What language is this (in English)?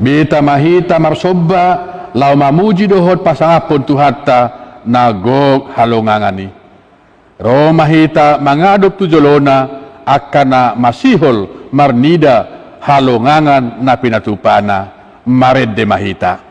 Batak Toba